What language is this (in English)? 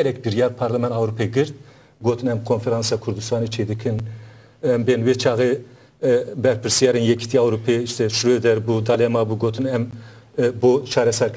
Kurdish